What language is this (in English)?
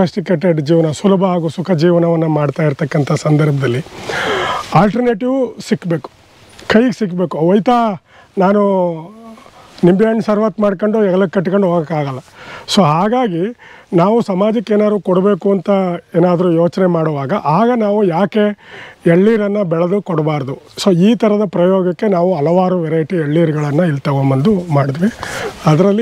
Kannada